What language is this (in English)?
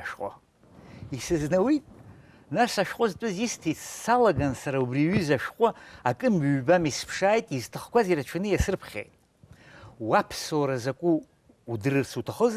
Abkhazian